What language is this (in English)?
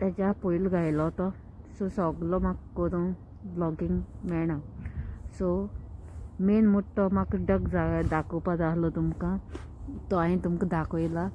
Konkani